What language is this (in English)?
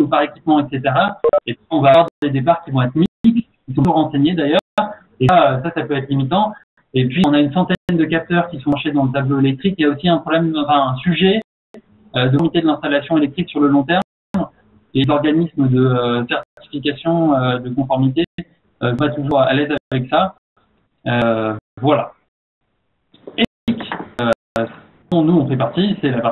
French